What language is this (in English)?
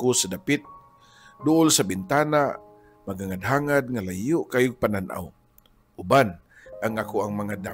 Cebuano